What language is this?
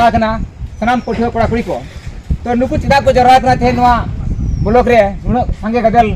Santali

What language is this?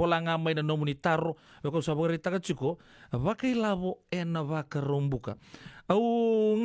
Fijian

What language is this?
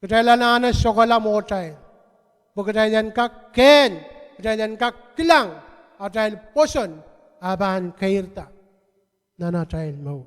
Pohnpeian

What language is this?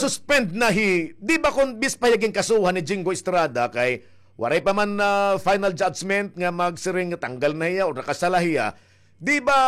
Waray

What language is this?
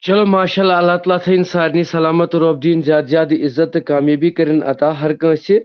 Kashmiri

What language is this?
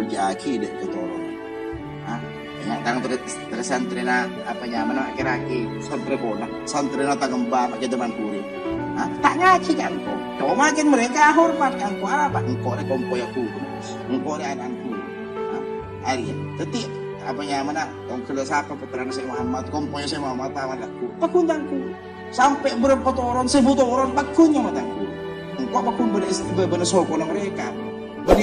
Madurese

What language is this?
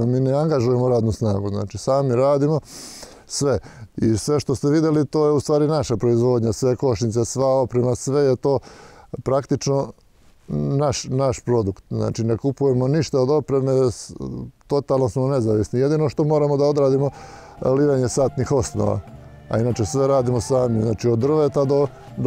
Bosnian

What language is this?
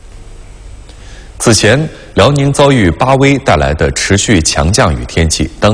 Chinese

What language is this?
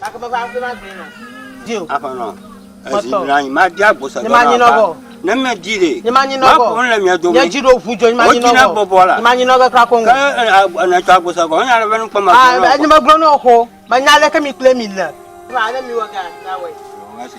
Ewe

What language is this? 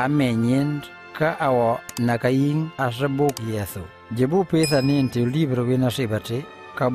Mankanya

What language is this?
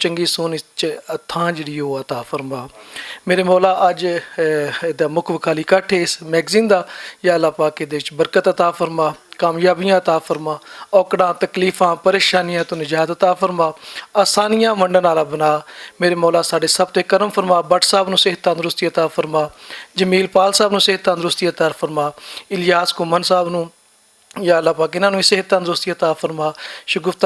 Western Panjabi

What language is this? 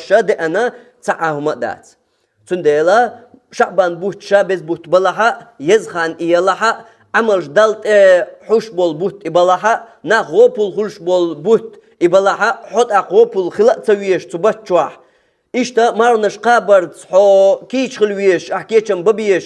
Chechen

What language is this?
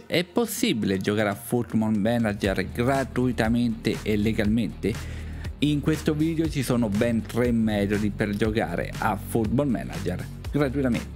Italian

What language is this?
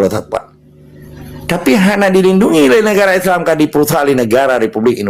Achinese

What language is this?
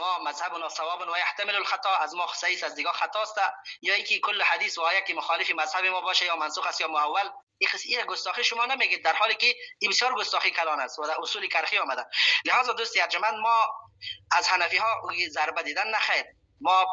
Persian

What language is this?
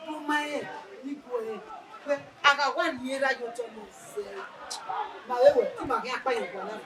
Bini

